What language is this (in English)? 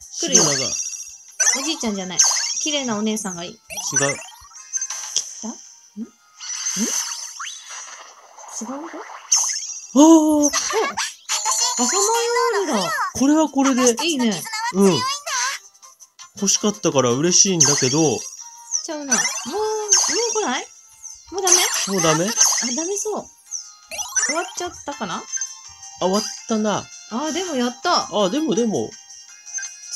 Japanese